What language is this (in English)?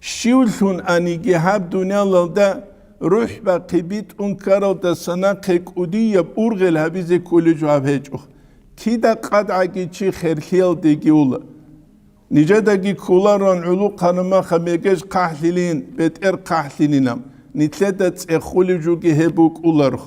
Avaric